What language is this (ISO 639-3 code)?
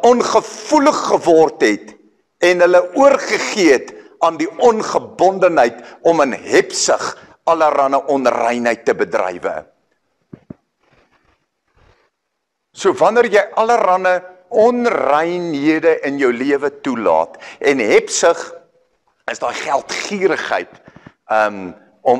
afr